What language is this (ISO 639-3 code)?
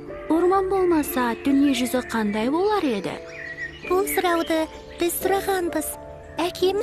kaz